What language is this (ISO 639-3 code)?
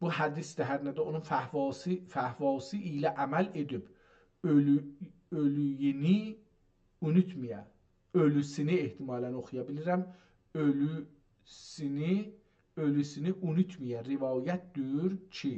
azb